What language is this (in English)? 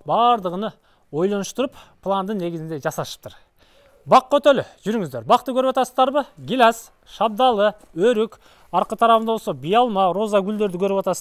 Kyrgyz